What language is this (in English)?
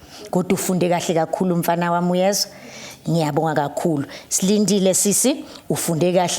Zulu